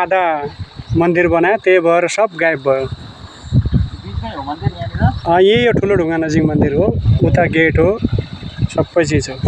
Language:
Nepali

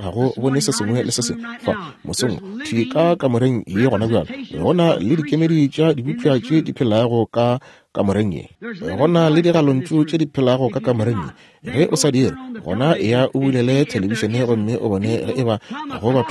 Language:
Northern Sotho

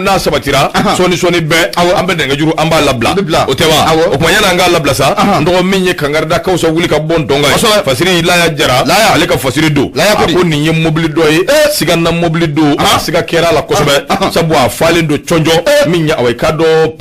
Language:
Bambara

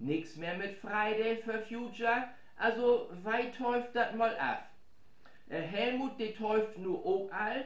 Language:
Low German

